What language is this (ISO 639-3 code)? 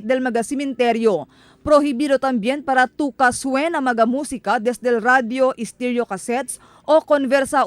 cbk